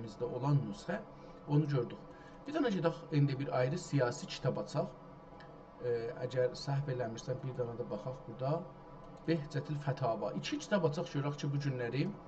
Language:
South Azerbaijani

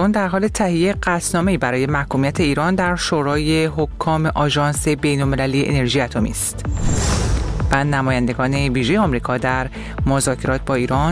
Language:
Persian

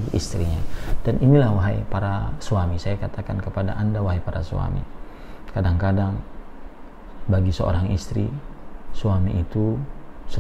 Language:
Indonesian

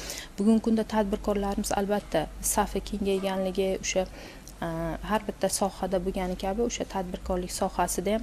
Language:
Uzbek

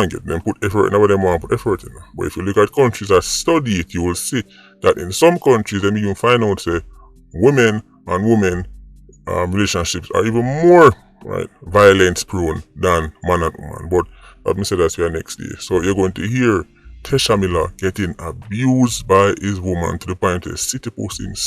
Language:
Jamaican Creole English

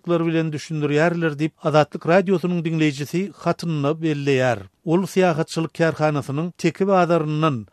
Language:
Turkmen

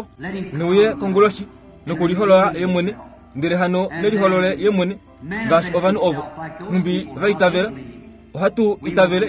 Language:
Kuanyama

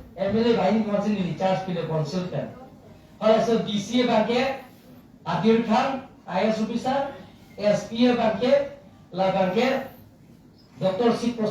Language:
Karbi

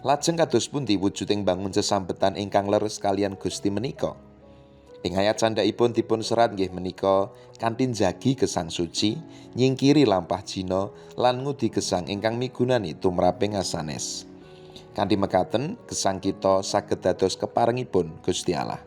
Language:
Javanese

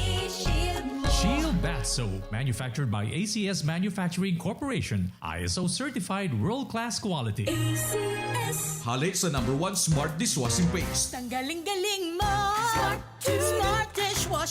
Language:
Bikol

